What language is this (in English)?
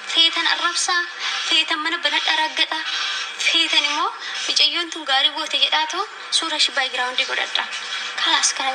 Oromo